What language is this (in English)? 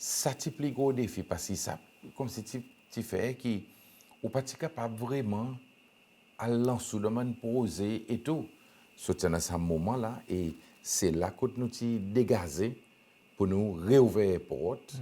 Seselwa Creole French